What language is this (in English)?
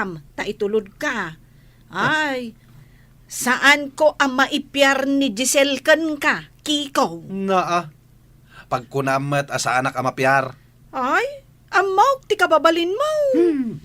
Iloko